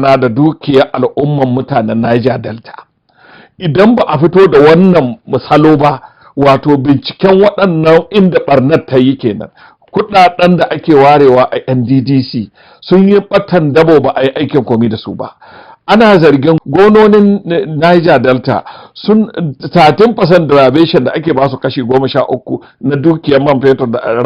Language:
Hausa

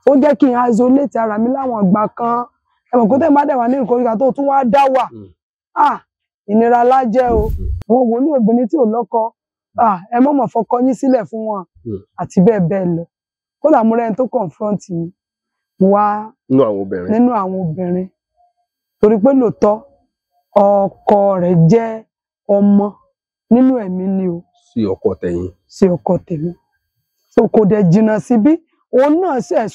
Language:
Yoruba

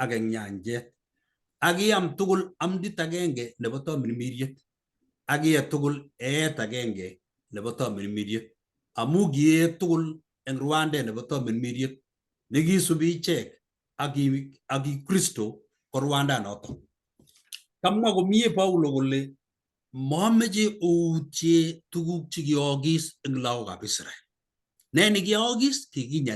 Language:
Kalenjin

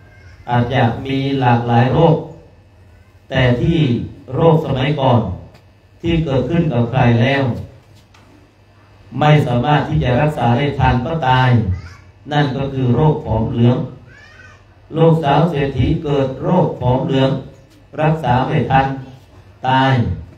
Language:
Thai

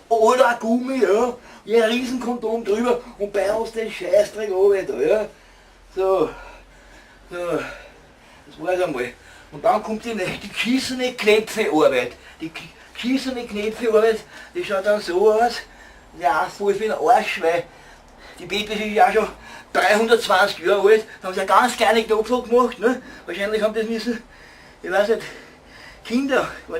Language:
Bavarian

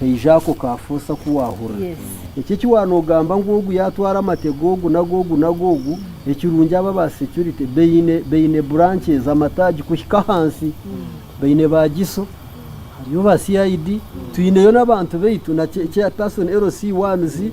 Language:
Nyankole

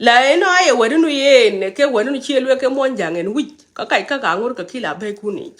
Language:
Nuer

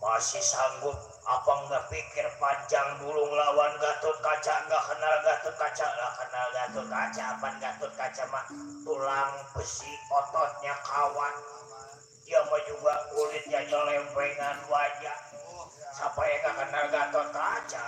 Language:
Betawi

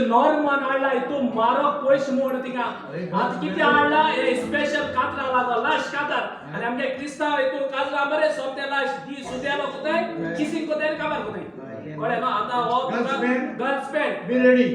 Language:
Konkani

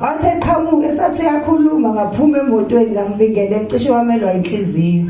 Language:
Zulu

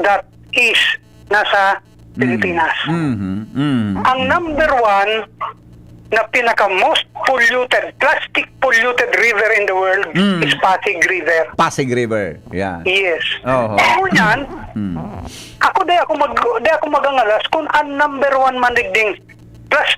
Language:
Bikol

